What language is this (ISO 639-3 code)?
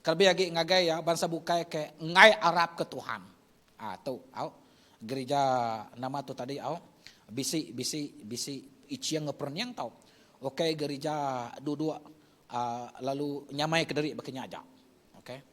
iba